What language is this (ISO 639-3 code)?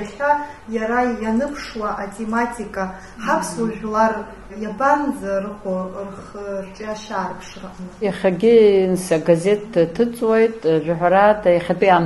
abk